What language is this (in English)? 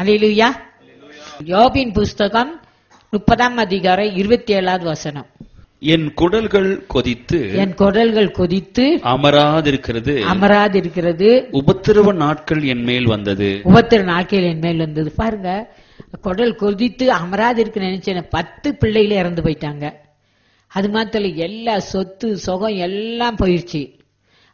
Tamil